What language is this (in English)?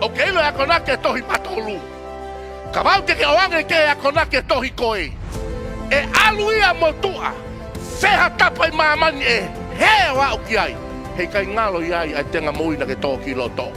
Tongan